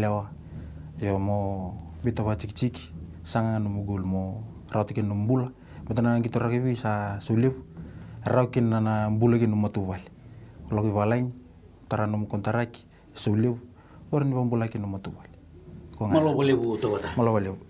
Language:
Fijian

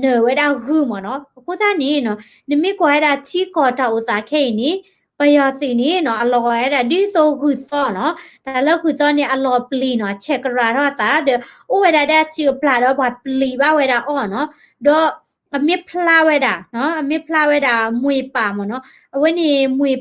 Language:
S'gaw Karen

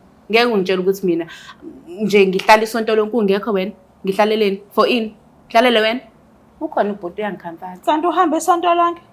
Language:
Zulu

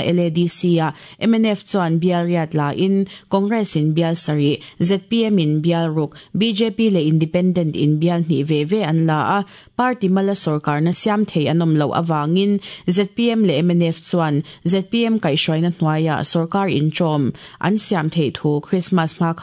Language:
Mizo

